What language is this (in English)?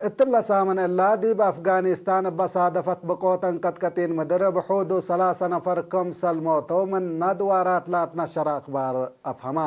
Tigre